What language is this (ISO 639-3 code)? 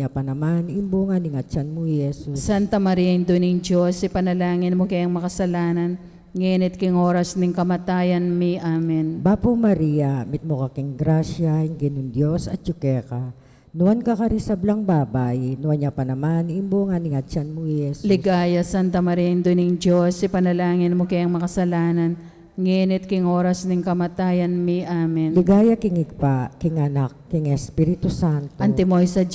pam